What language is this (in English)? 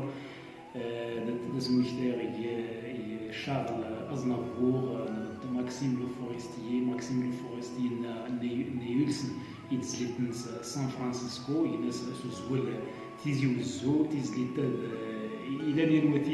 Kabyle